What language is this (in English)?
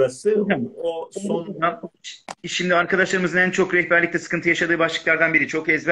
Turkish